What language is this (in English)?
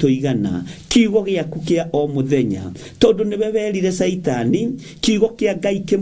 Kikuyu